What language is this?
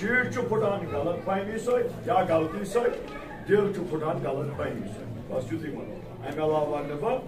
Kashmiri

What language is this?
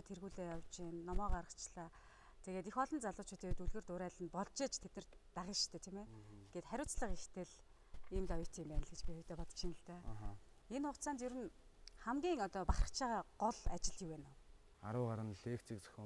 Mongolian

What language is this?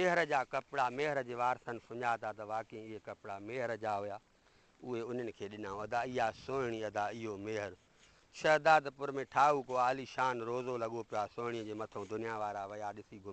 Sindhi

